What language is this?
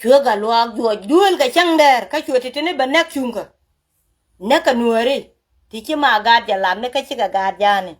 Nuer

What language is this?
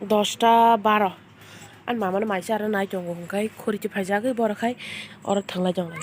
Kok Borok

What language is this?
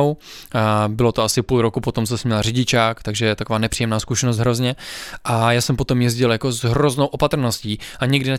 Czech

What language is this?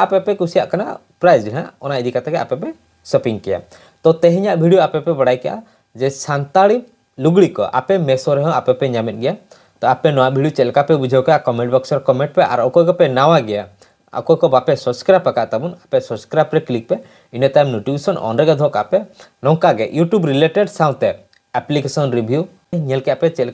Santali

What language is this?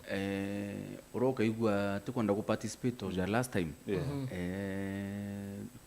Meru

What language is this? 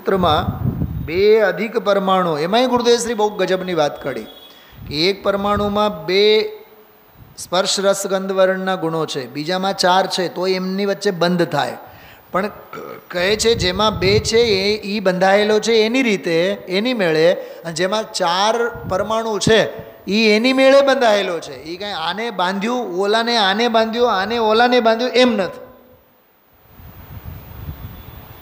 Gujarati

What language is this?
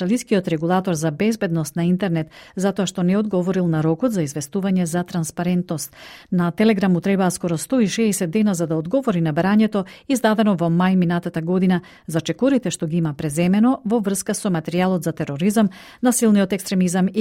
Macedonian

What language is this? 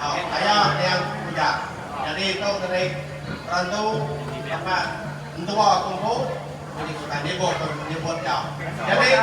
Iban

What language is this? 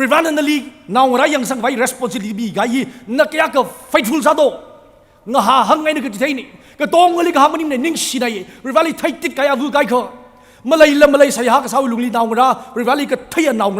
Tangkhul Naga (India)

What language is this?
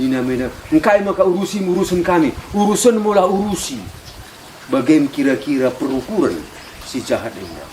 Batak Karo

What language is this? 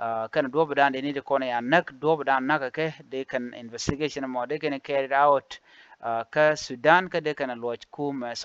Nuer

